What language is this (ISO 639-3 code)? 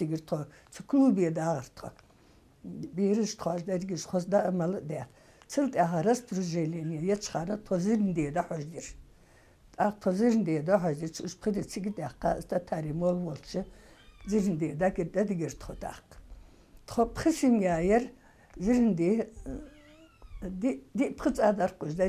inh